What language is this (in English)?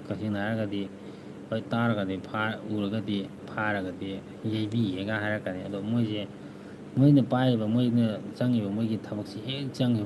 Manipuri